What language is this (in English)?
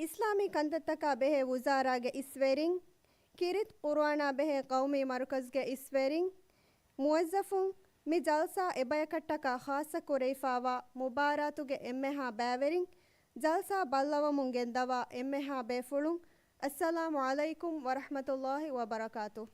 Divehi